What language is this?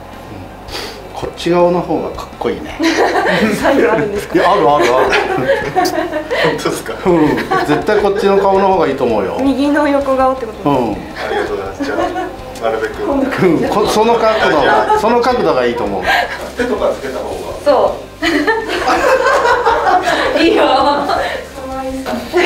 Japanese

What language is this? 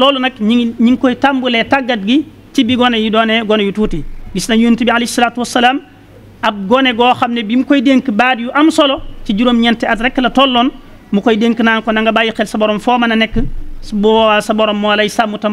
Wolof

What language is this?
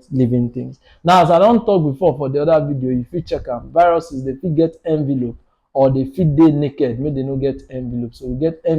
Nigerian Pidgin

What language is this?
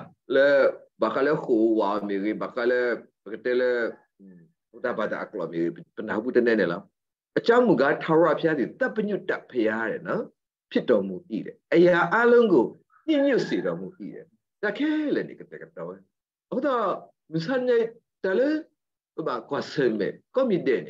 S'gaw Karen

